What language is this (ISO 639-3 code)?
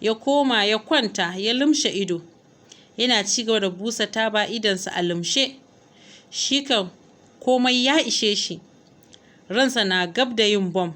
hau